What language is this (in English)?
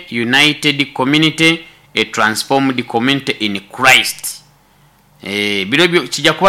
Nyoro